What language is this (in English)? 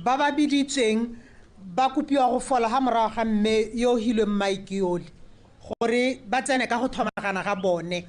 Tswana